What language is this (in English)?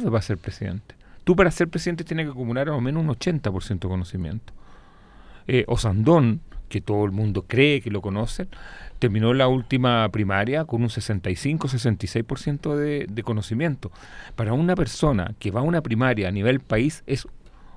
Spanish